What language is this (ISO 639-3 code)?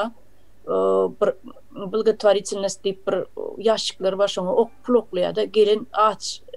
tuk